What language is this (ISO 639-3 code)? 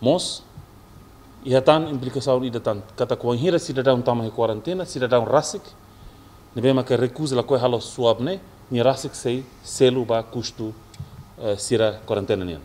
tet